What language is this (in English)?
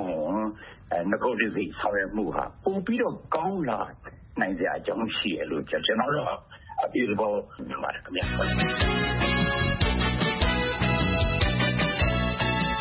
Burmese